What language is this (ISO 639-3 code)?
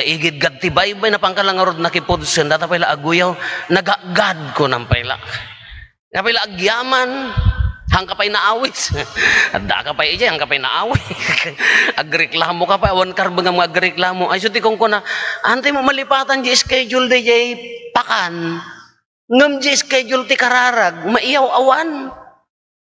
ilo